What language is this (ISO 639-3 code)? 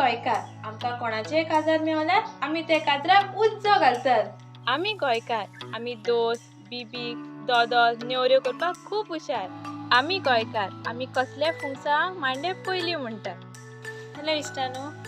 kok